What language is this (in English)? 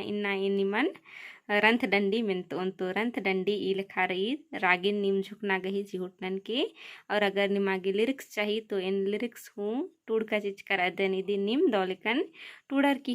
Kurukh